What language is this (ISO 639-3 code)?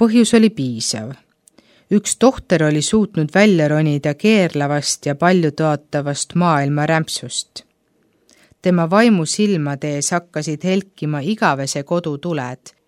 est